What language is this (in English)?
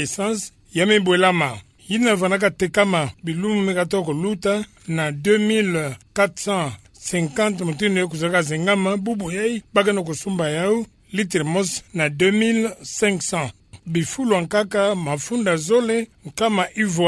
Kituba (Democratic Republic of Congo)